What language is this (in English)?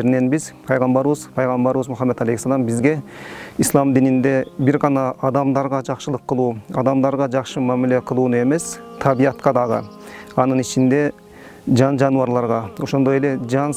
Kyrgyz